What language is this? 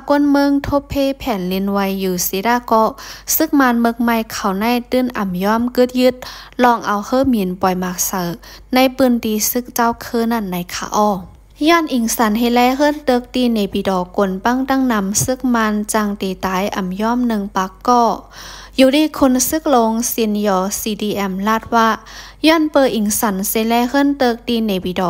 Lao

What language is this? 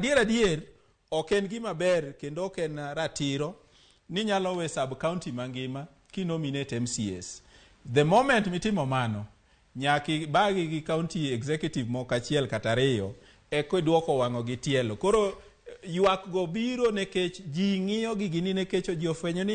Luo (Kenya and Tanzania)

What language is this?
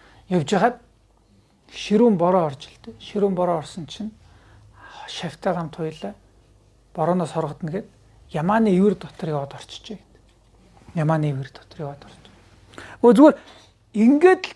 Mongolian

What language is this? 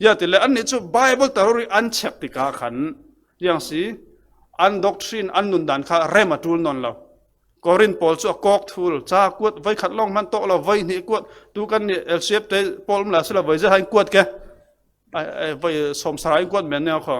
Falam Chin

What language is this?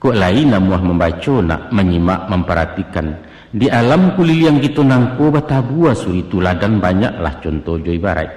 Minangkabau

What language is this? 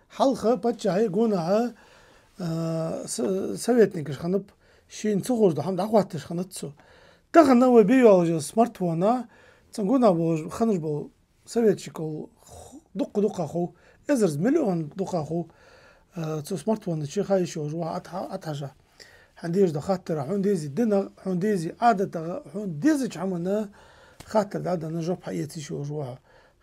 Ingush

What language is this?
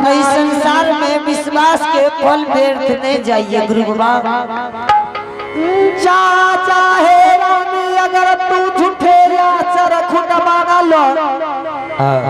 Angika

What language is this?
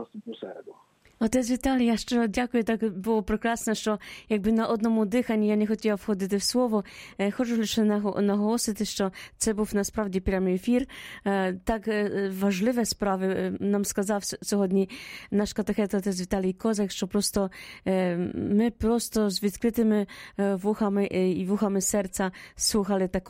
Ukrainian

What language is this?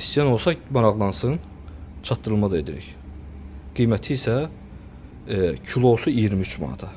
Azerbaijani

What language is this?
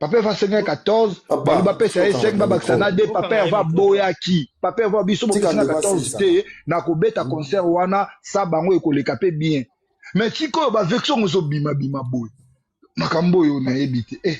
Lingala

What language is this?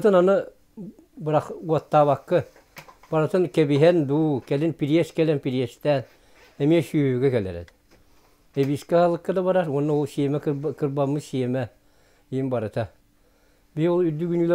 Yakut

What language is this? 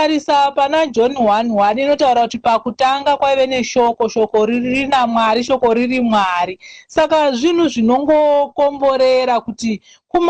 Shona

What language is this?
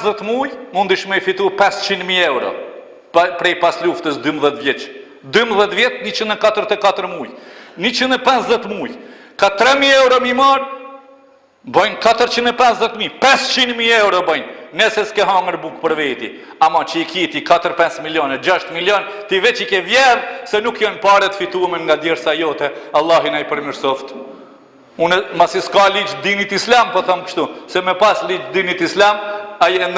Albanian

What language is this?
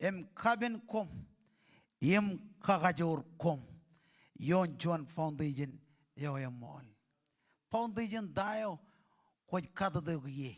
Marshallese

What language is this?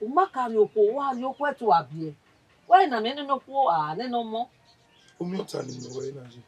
Bini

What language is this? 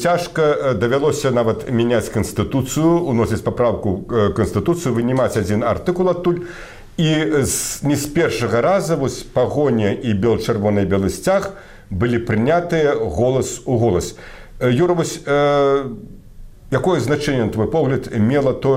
Belarusian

